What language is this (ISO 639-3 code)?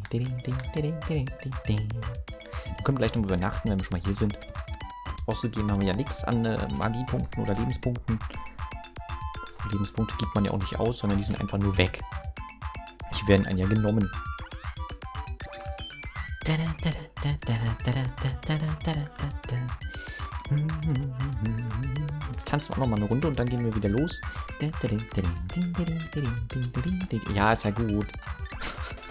deu